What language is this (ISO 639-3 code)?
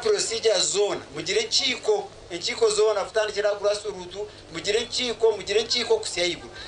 nyn